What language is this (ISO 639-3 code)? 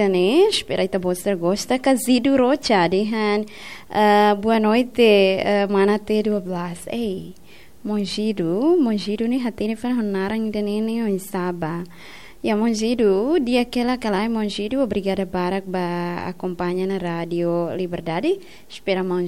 tet